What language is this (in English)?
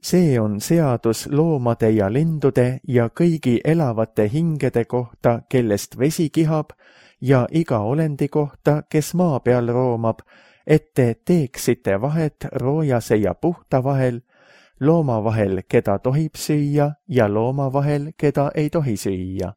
Estonian